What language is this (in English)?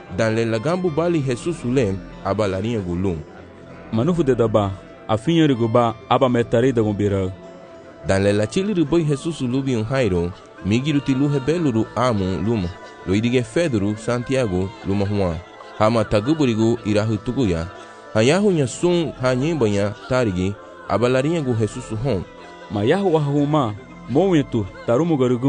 Garifuna